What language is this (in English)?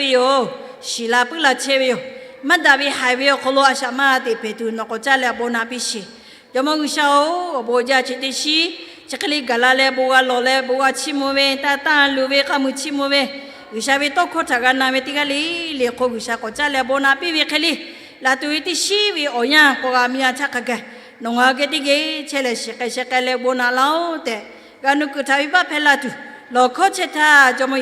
Lahu